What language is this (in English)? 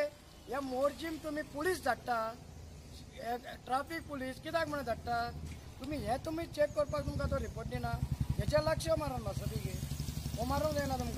Konkani